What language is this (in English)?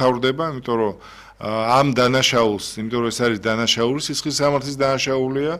Georgian